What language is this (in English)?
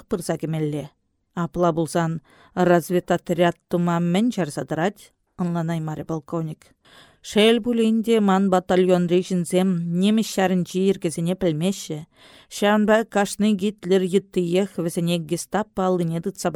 Chuvash